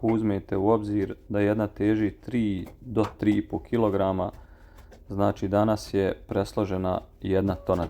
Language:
Serbian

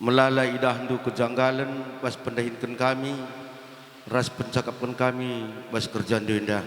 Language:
Batak Karo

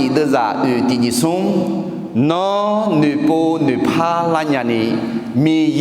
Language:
Akha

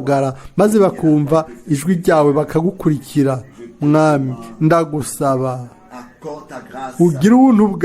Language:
Rundi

